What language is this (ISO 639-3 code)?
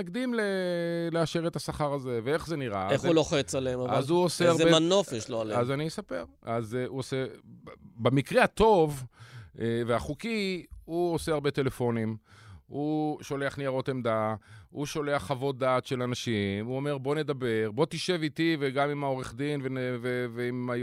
heb